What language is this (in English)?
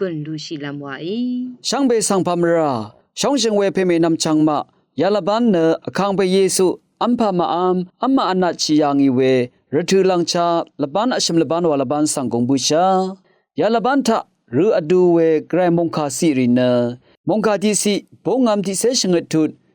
Rawang